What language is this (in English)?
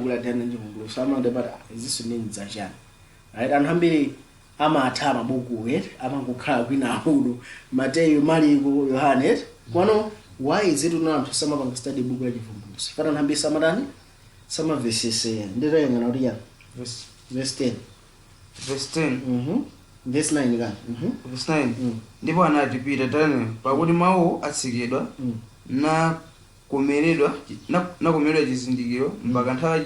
Nyanja